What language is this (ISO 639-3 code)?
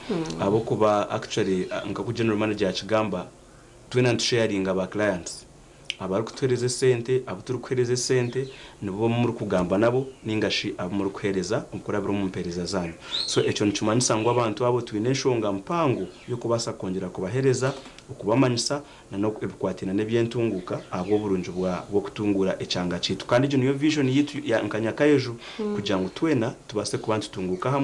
nyn